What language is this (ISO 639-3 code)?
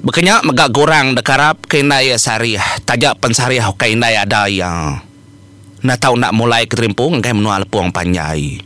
iba